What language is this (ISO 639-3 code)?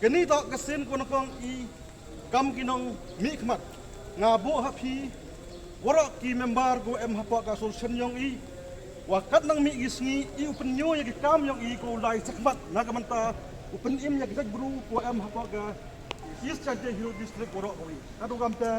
pbv